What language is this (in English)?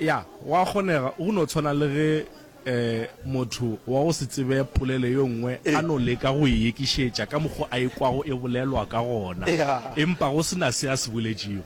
Northern Sotho